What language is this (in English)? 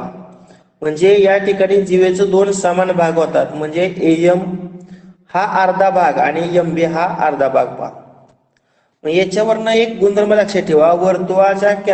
Marathi